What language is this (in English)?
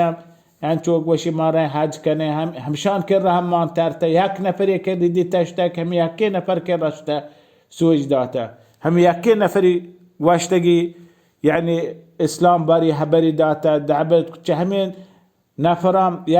Baluchi